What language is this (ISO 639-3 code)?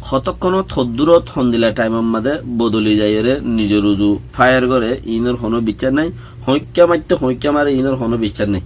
rhg